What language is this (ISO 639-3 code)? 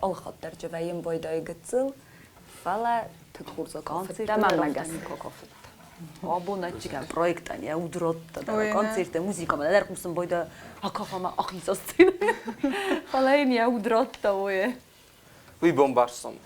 oss